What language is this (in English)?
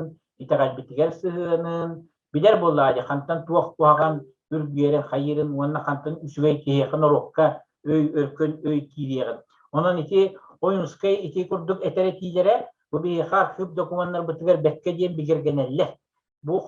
Yakut